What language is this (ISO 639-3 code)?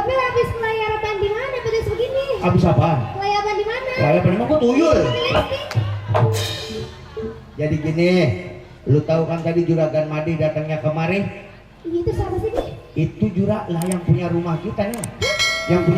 bew